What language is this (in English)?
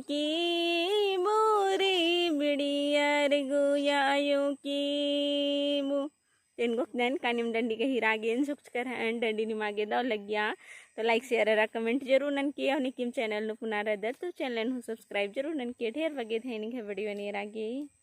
Kurukh